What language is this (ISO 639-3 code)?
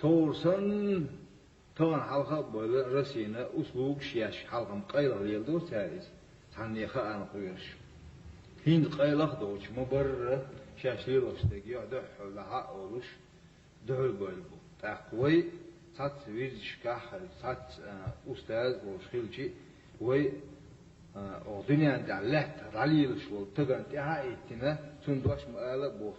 che